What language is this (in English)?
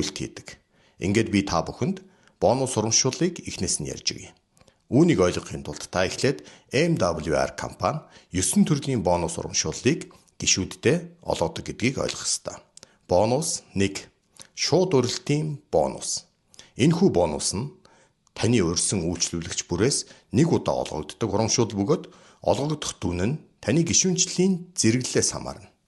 Mongolian